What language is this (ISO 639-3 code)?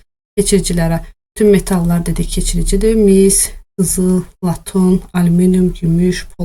aze